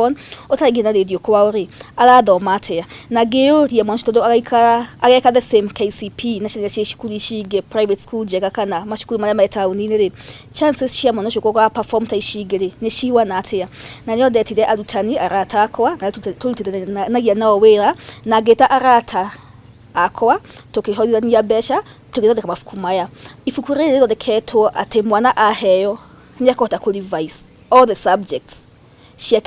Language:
Kikuyu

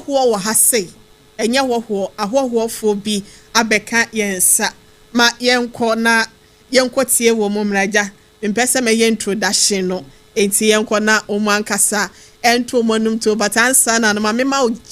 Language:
Akan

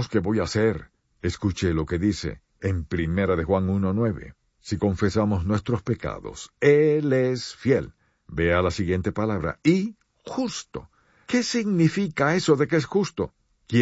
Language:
Spanish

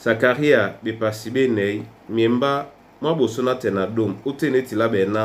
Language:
Duala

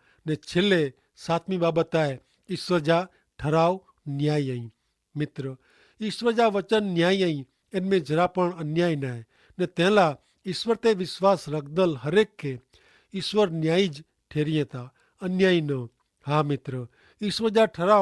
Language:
Kachhi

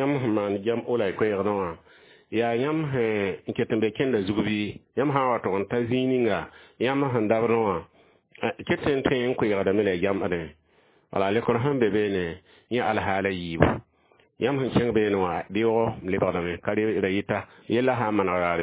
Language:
Mossi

